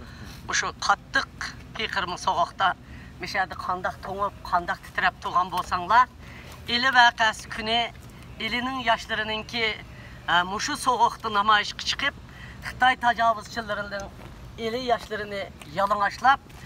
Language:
Uyghur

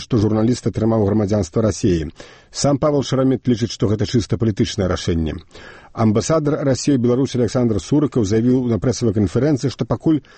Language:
Belarusian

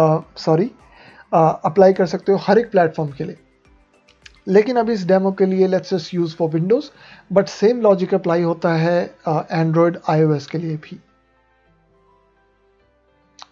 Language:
Hindi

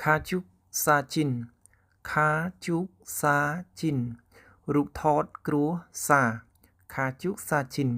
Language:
Khmer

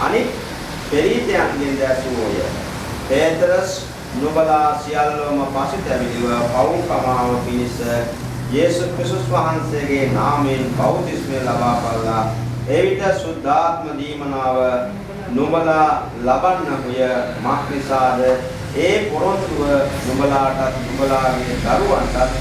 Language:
Sinhala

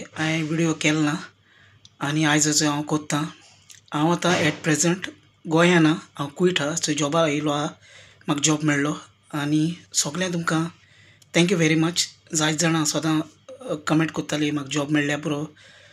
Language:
Konkani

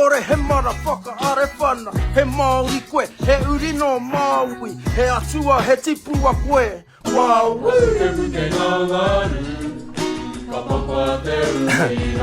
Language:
Māori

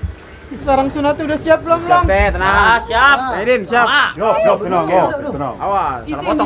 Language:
Betawi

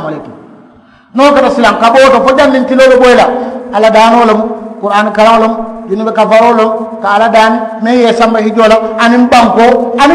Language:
Mandingo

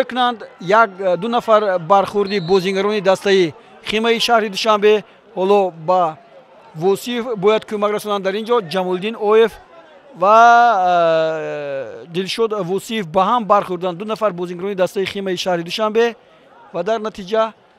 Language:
Tajik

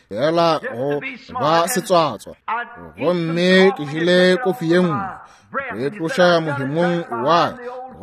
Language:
Northern Sotho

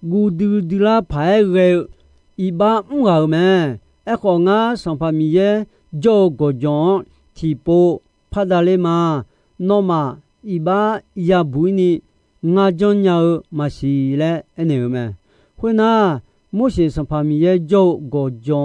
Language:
Akha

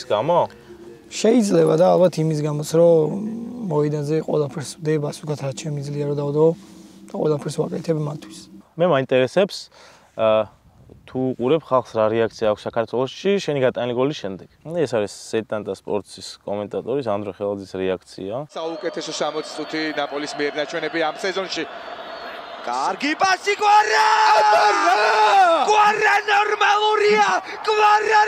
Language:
Georgian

